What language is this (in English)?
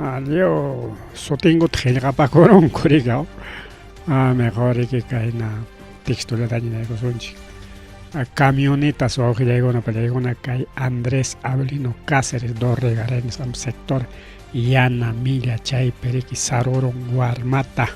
Ayacucho Quechua